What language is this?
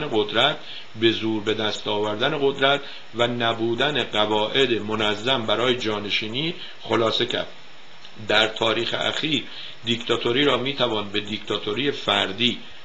Persian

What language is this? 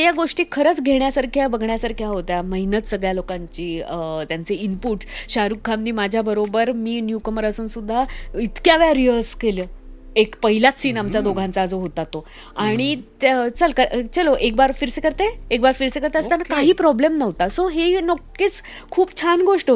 Marathi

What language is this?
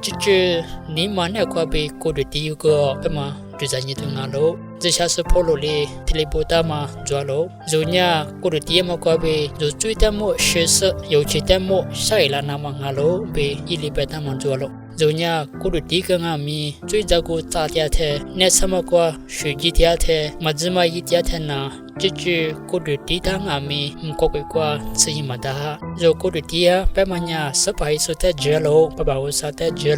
Lisu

